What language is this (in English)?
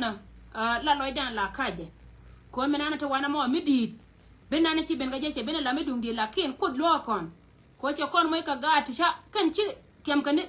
Nuer